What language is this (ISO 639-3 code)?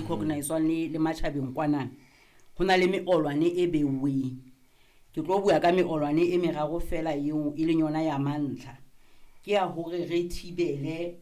sot